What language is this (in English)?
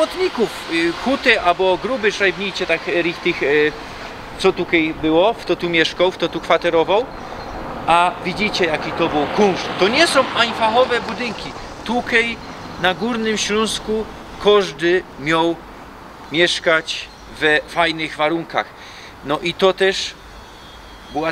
Silesian